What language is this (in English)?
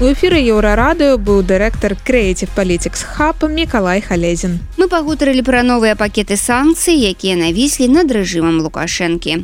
Belarusian